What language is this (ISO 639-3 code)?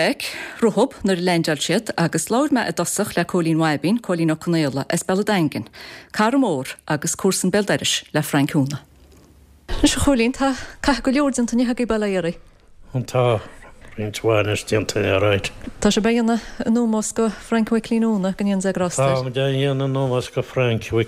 gle